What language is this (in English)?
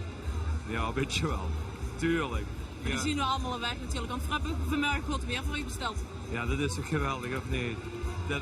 Limburgish